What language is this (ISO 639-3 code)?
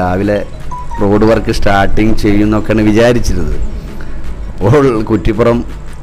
mal